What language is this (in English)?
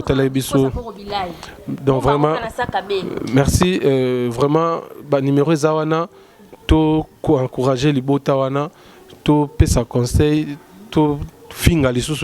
Lingala